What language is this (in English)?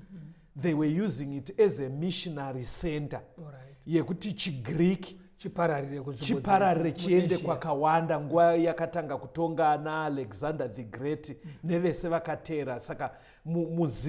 Shona